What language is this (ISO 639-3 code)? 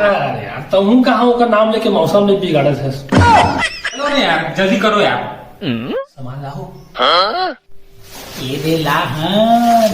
hne